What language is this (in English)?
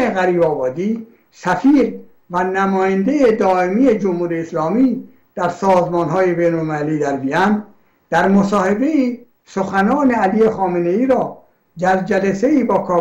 Persian